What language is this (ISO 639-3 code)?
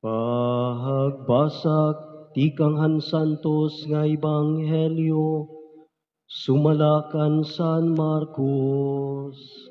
war